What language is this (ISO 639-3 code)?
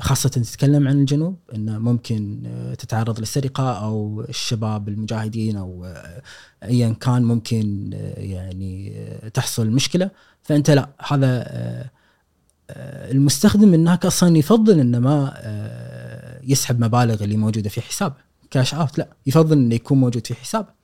afb